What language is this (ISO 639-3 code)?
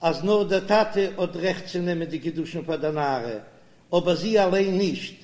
yid